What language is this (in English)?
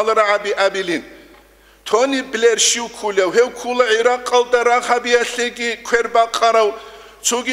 Avaric